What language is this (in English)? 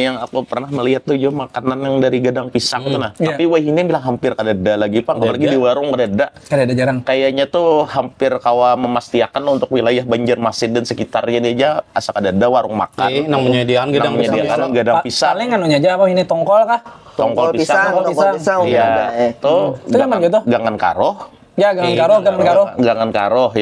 Banjar